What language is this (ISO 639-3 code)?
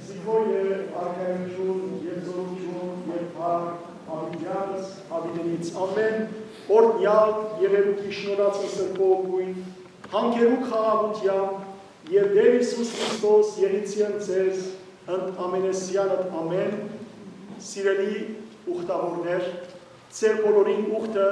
hyw